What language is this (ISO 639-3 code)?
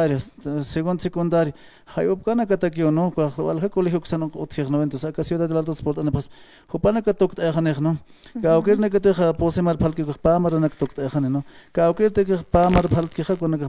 aym